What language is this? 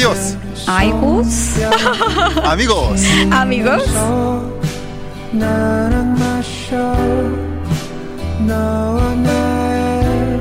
Korean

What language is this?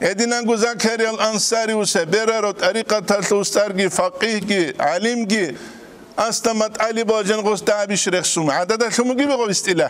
Avaric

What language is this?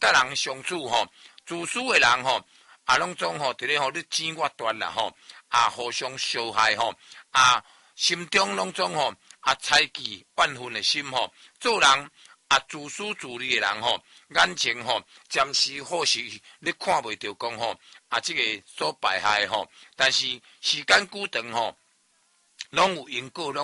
Min Nan Chinese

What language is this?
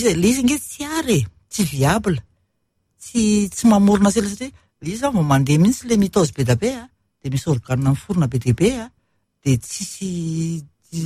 Malagasy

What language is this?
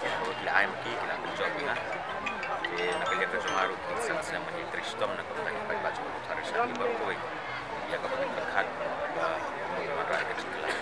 Khasi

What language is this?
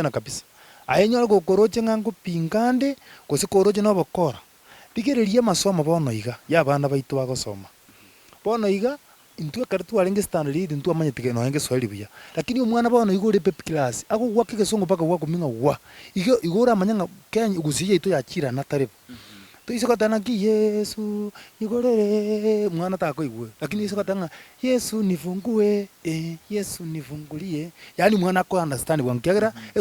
Gusii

